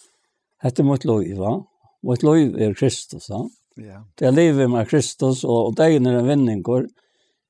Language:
Faroese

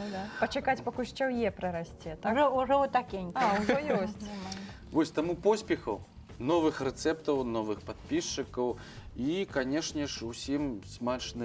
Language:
Belarusian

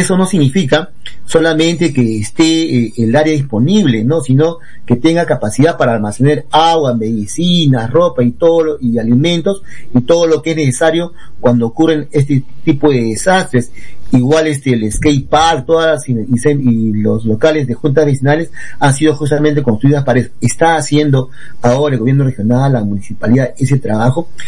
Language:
Spanish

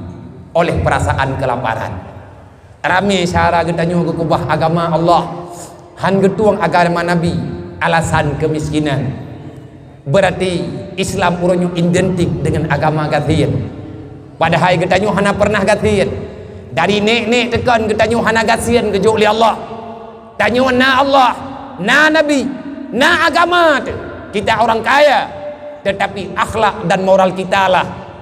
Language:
Achinese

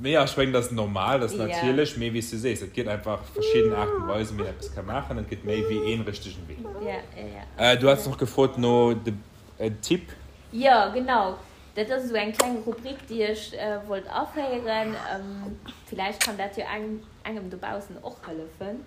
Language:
Luxembourgish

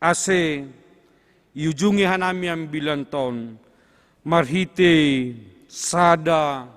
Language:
Batak Simalungun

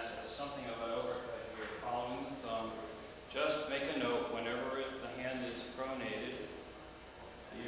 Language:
English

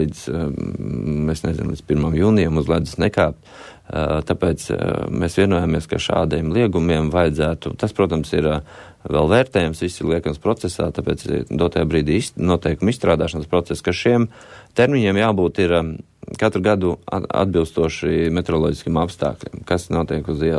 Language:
Latvian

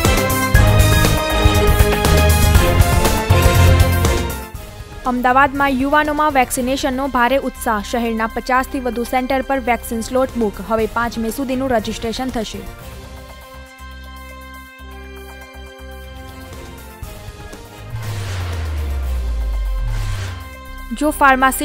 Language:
Gujarati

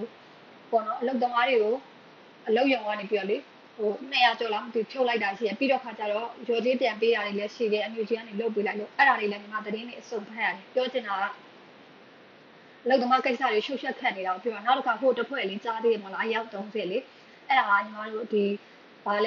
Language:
Burmese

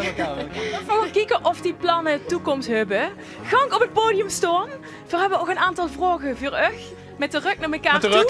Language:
Limburgish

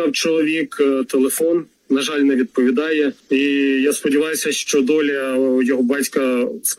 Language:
Ukrainian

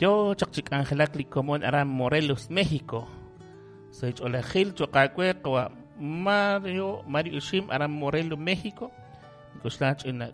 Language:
Kekchí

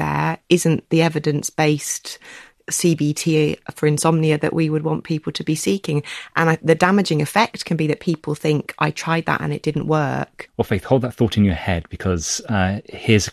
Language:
English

